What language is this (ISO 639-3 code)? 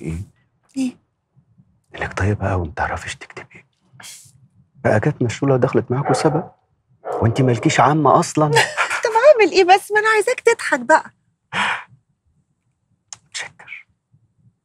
arz